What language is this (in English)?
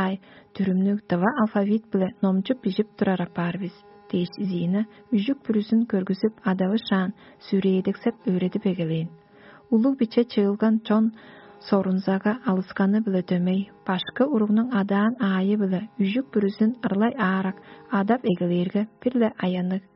Tuvinian